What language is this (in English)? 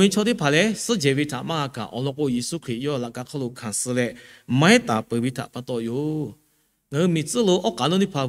Lahu